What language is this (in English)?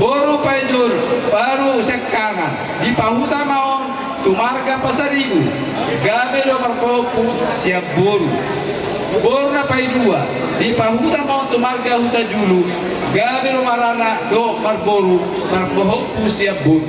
Batak Toba